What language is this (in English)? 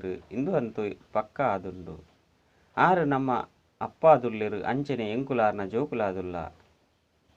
Tulu